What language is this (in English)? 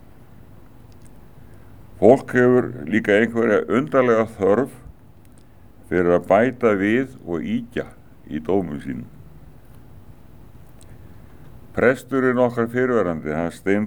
Icelandic